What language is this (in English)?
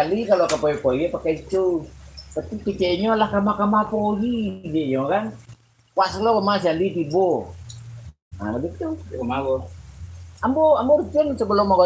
Minangkabau